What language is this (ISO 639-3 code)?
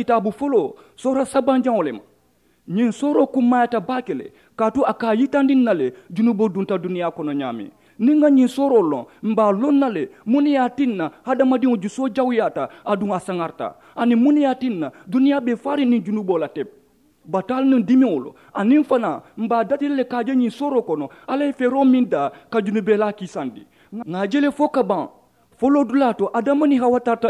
man